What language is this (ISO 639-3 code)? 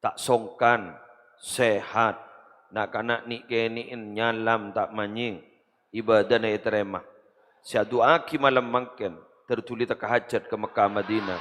mad